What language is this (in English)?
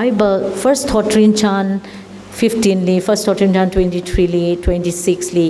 Tangkhul Naga (India)